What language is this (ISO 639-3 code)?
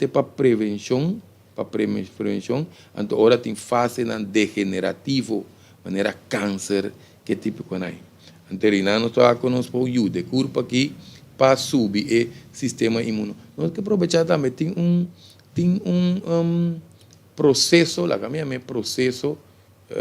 pap